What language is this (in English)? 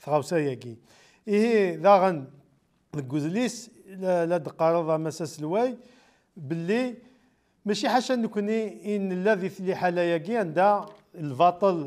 Kabyle